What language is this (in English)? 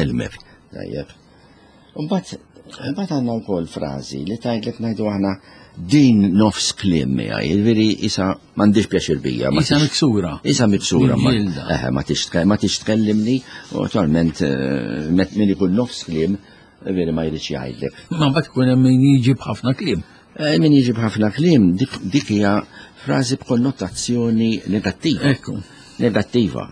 Maltese